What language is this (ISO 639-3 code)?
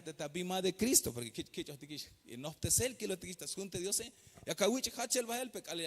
tzh